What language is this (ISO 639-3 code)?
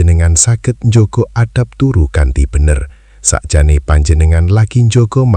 jav